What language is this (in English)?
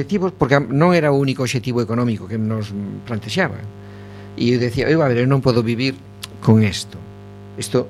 Galician